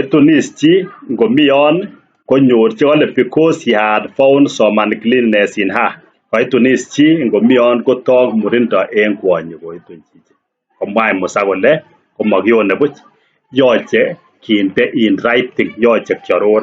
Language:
Kalenjin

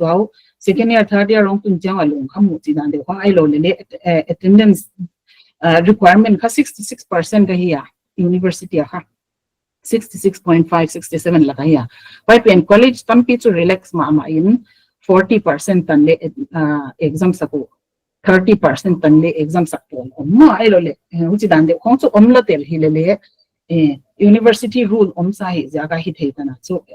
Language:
Paite Chin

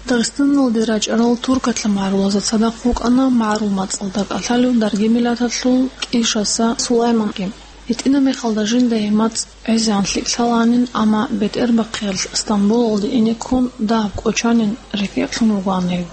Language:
Avaric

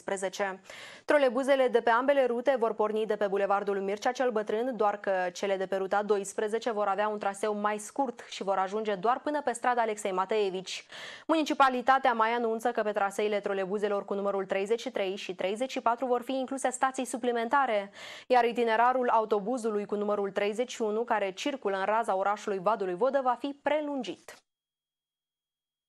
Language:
Romanian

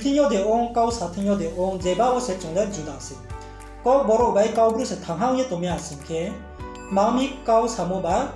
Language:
Riang (India)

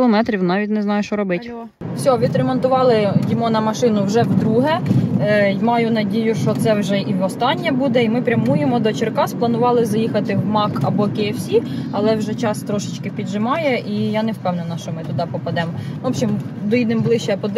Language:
Ukrainian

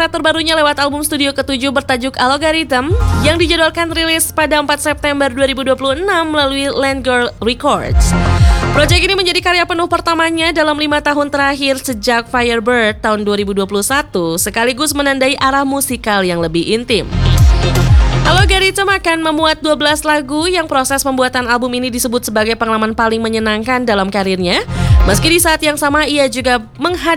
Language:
Indonesian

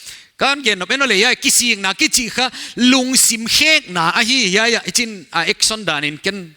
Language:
Paite Chin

